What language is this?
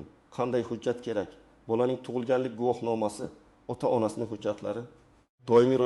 Uzbek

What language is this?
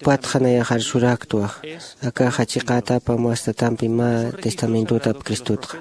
Aymara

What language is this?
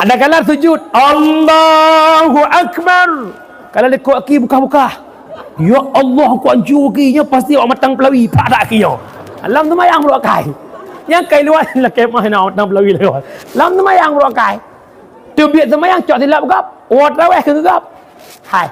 Achinese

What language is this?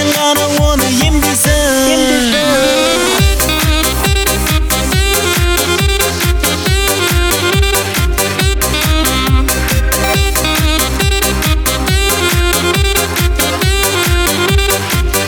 Kazakh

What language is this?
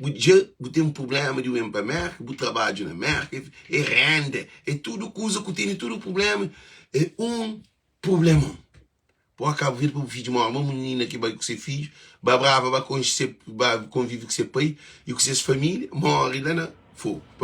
Kabuverdianu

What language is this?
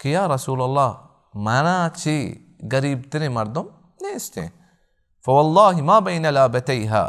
Baluchi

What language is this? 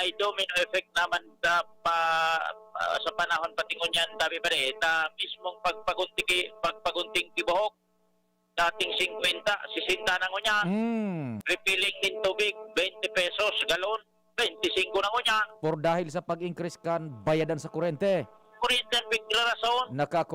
Bikol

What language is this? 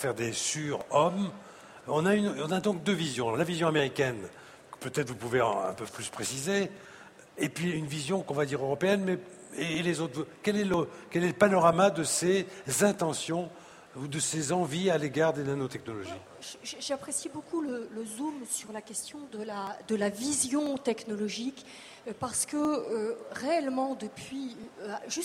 French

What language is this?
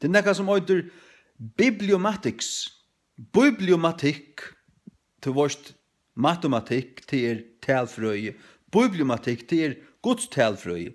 Faroese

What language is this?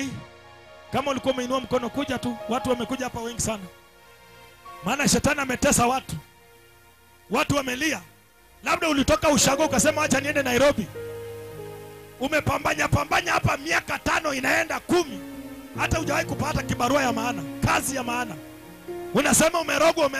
Swahili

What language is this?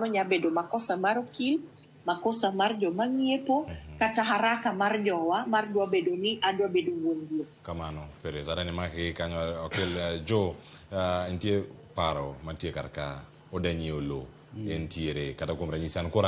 Luo (Kenya and Tanzania)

